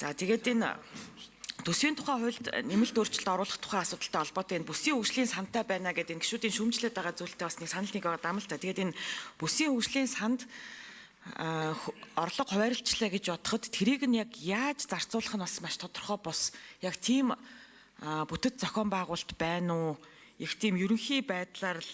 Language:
Mongolian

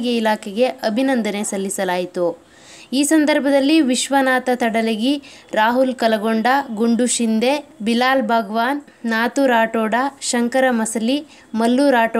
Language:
Kannada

